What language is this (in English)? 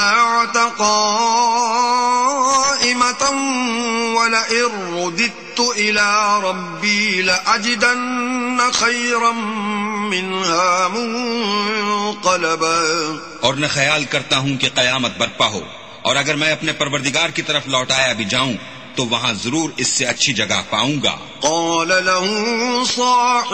Urdu